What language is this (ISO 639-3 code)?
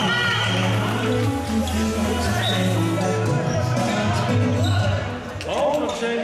dan